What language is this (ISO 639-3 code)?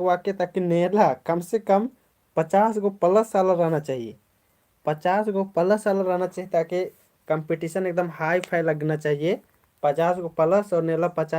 kru